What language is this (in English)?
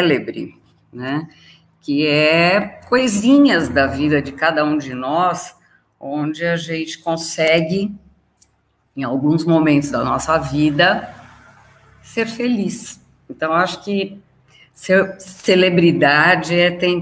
Portuguese